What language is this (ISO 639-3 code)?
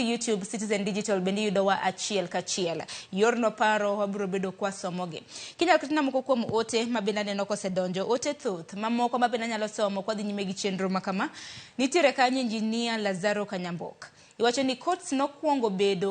luo